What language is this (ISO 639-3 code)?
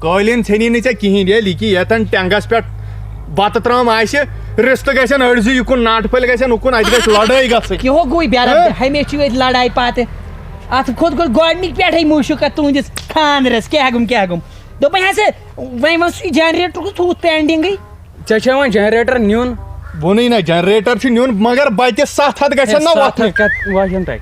kas